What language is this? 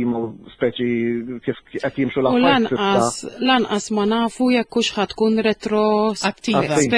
Maltese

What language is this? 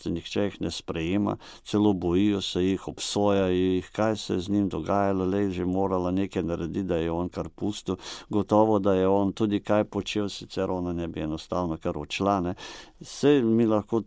Slovenian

